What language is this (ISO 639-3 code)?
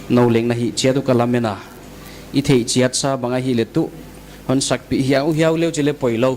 pck